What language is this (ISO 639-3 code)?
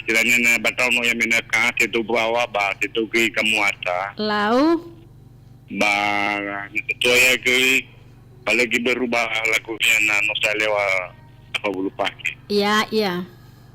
nia